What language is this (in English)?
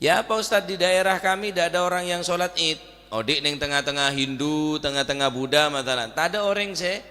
Madurese